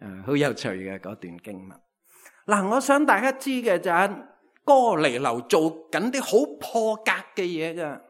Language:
Cantonese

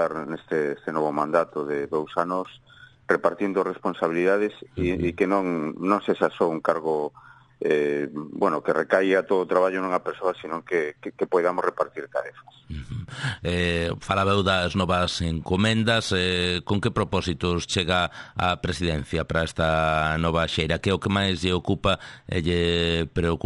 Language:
Galician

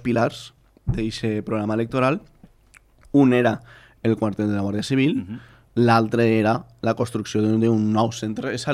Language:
Catalan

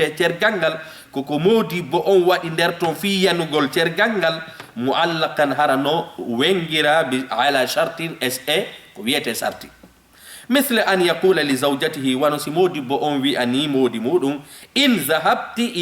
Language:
Fula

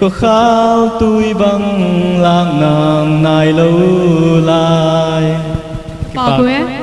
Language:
Paite Chin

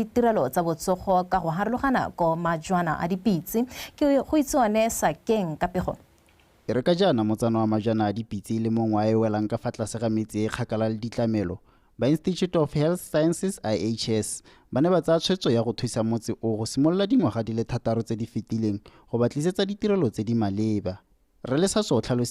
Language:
Tswana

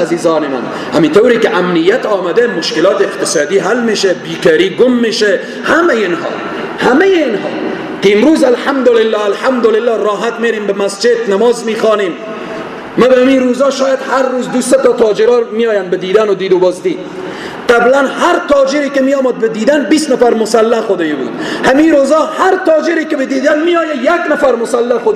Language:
Persian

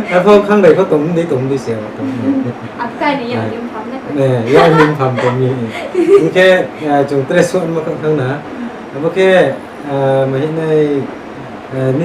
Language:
Riang (India)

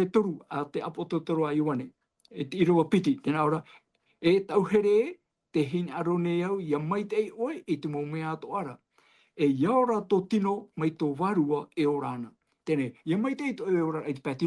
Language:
Tahitian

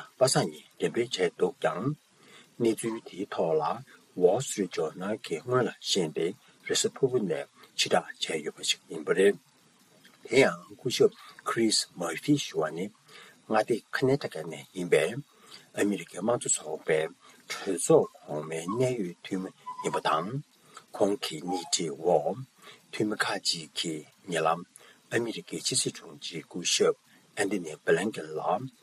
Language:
Tibetan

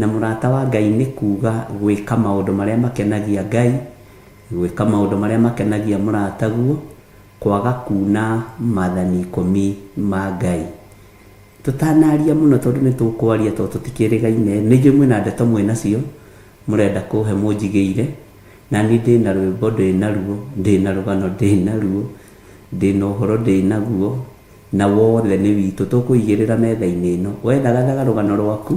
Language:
Kikuyu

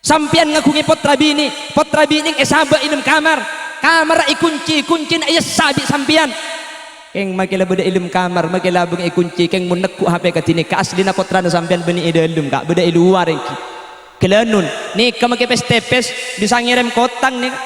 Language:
Madurese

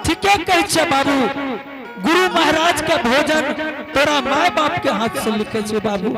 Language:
Angika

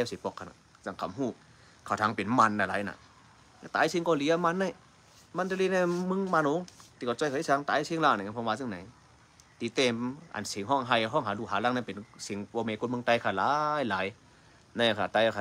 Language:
Shan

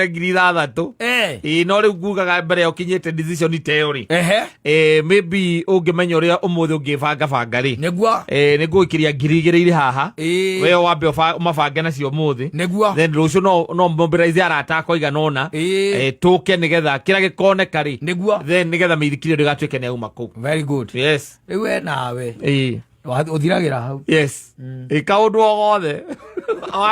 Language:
Kikuyu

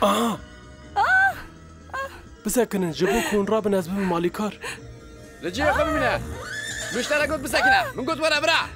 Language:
Kurdish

